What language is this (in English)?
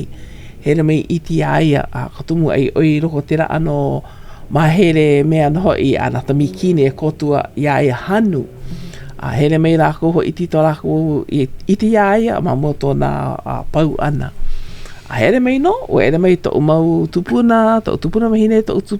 Hawaiian